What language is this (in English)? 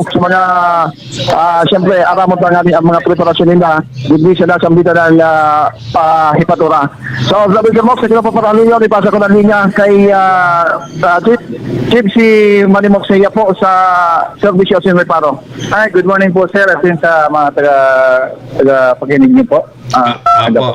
Bikol